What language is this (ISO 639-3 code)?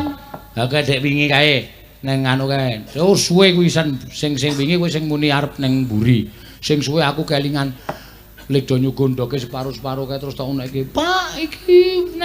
jav